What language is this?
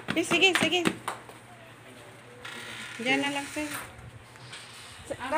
Filipino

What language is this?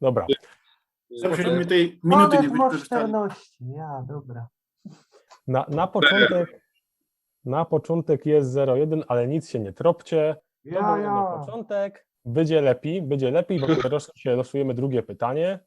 Silesian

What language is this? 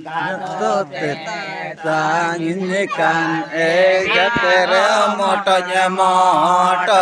Santali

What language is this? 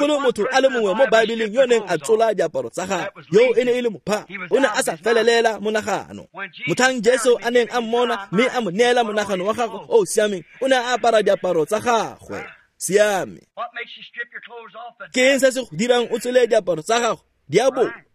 Tswana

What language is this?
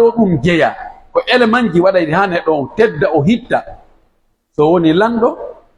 Pular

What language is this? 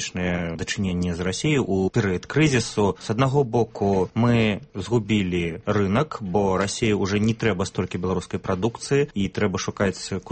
Belarusian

